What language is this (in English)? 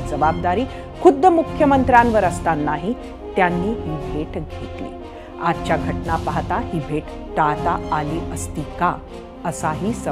Marathi